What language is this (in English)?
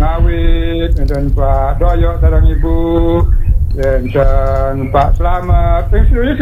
Balinese